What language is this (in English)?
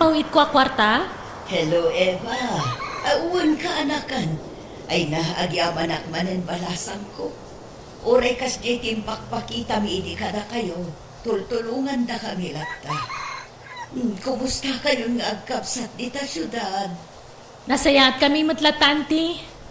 Iloko